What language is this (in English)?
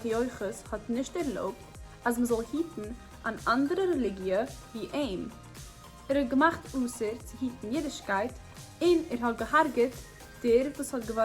Yiddish